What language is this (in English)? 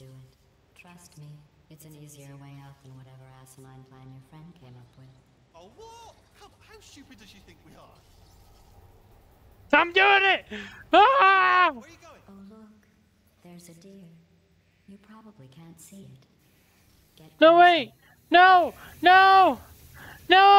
English